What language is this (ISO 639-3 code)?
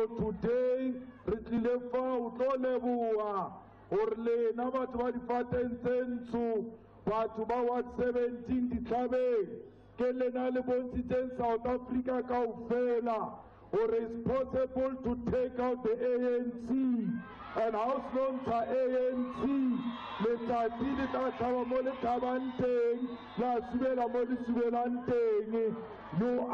tsn